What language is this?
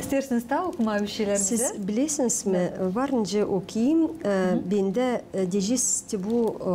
Gagauz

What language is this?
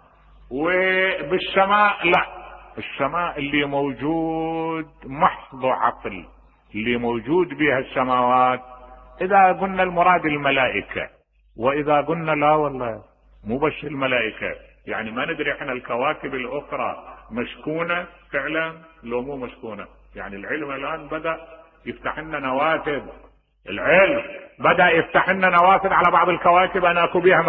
Mesopotamian Arabic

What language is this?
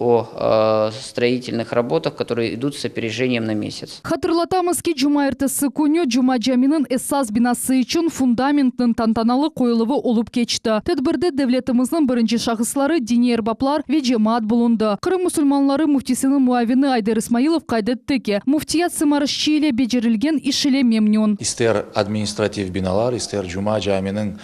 Crimean Tatar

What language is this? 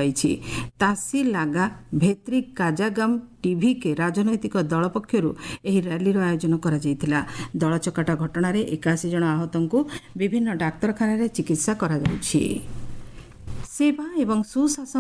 Odia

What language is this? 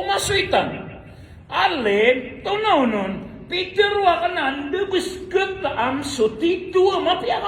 Maranao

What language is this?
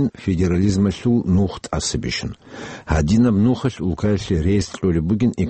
Avaric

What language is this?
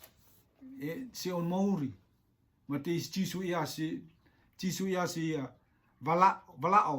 Rotuman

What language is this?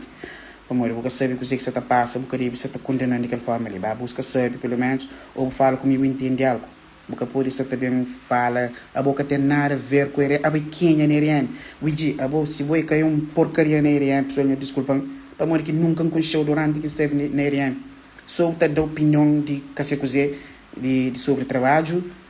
Kabuverdianu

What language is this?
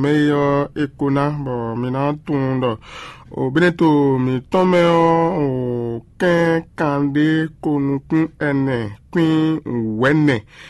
Fon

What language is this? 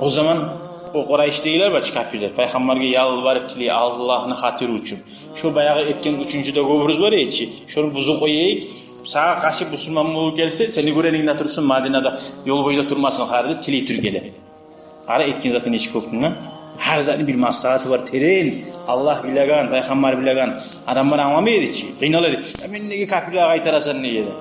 Kumyk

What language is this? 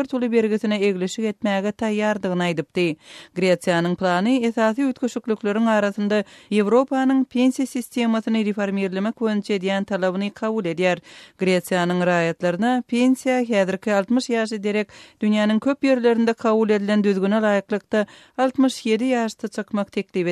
Turkmen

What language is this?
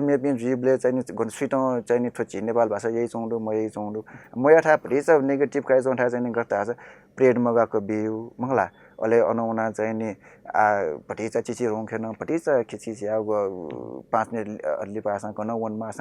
Newari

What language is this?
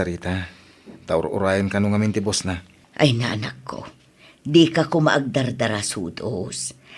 Iloko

